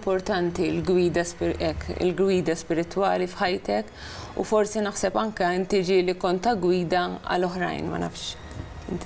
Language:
Maltese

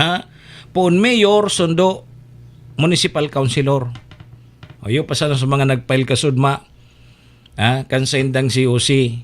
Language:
Bikol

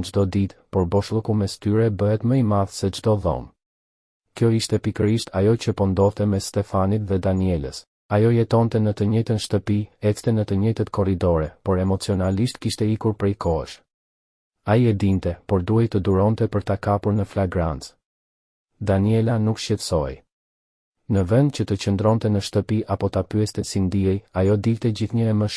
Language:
Albanian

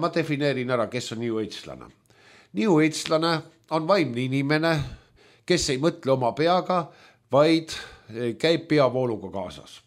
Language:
Estonian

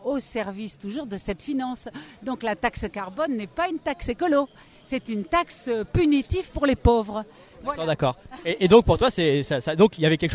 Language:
French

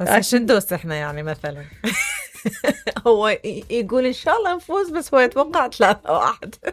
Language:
Mesopotamian Arabic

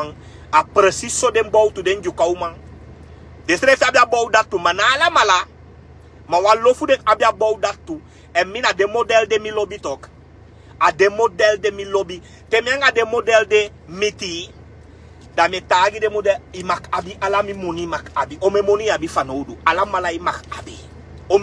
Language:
Sranan Tongo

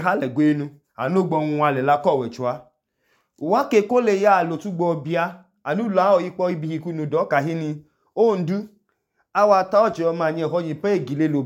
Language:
Idoma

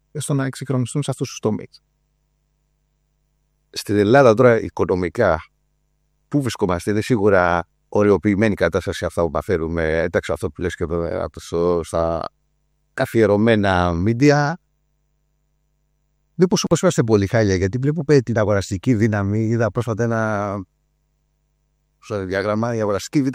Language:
Greek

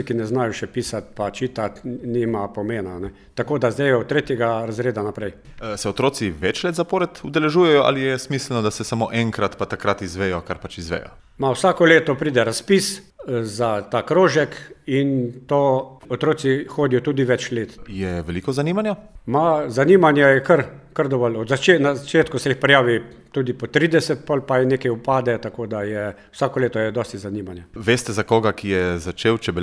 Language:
Slovenian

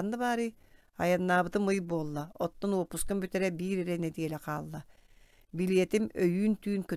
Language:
Yakut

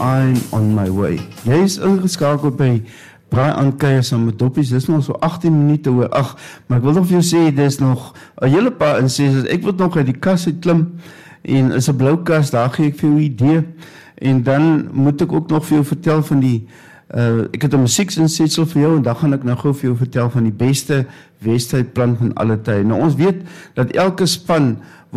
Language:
Afrikaans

